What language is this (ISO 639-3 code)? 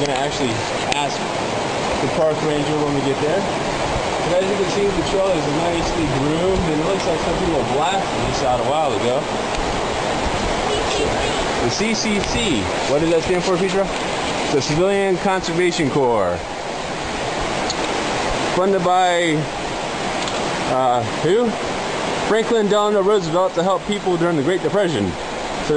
eng